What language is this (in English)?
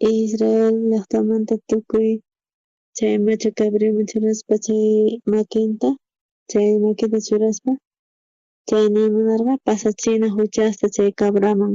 South Bolivian Quechua